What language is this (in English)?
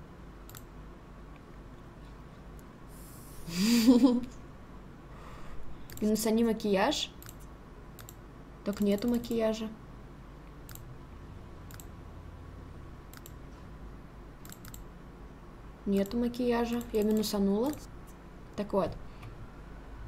Russian